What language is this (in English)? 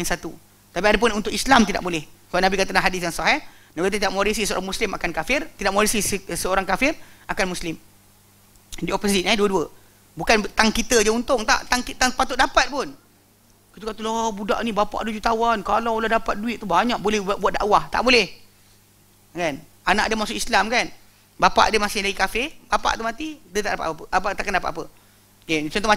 Malay